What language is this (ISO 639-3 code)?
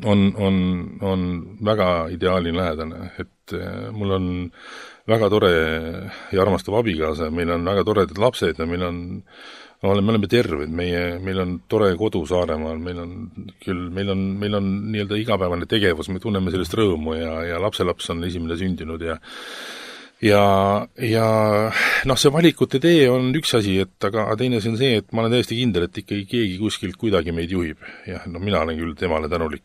est